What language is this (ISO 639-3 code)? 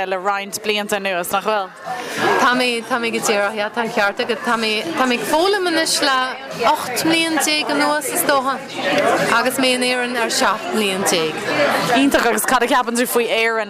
gle